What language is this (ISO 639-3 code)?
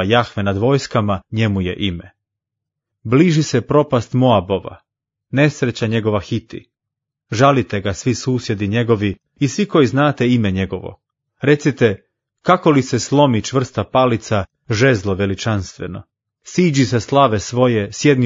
hrv